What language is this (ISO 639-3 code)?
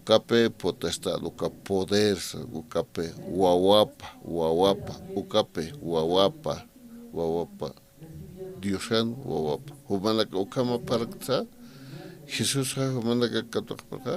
aym